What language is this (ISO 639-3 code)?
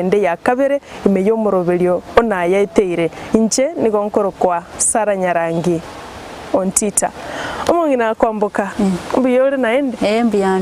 guz